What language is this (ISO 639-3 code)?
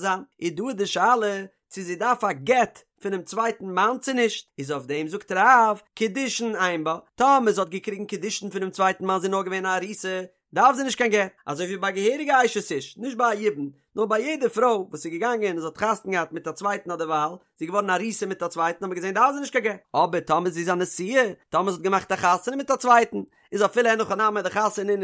yid